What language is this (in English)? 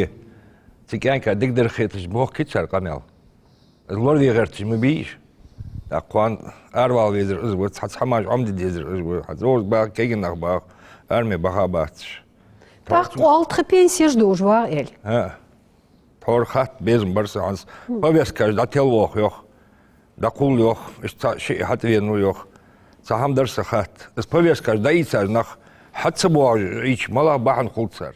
Ingush